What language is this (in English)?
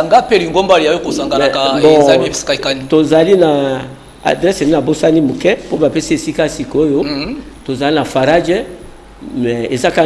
Lingala